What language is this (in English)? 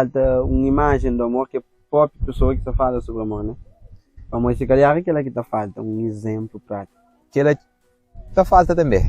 Kabuverdianu